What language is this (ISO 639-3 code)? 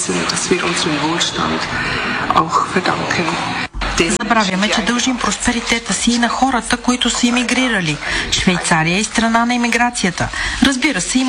bul